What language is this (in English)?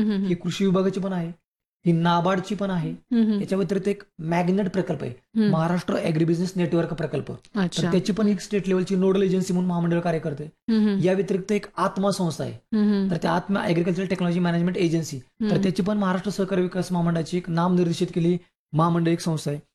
Marathi